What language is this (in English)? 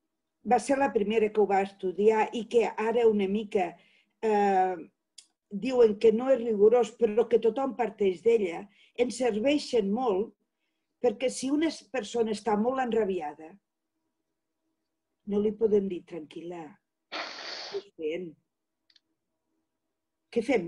Catalan